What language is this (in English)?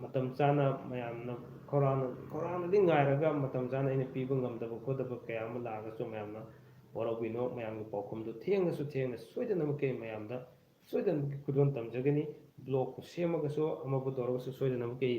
Manipuri